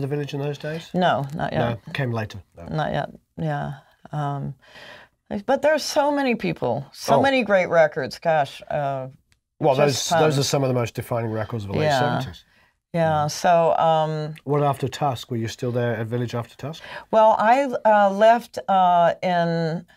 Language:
English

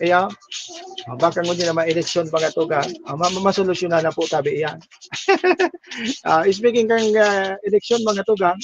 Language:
Bikol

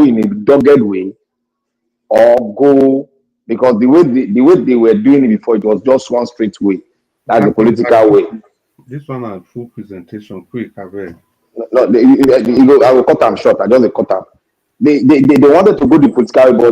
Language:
Nigerian Pidgin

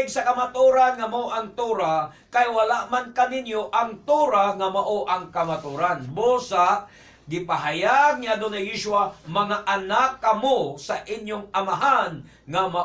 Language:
Cebuano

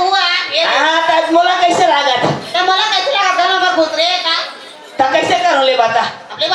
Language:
Chhattisgarhi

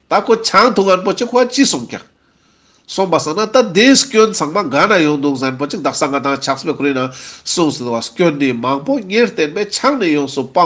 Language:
Ladakhi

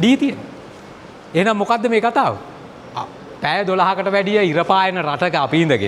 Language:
Sinhala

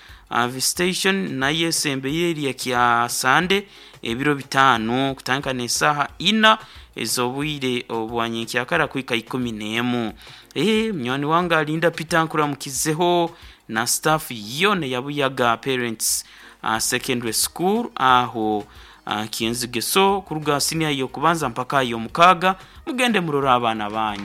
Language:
Nyoro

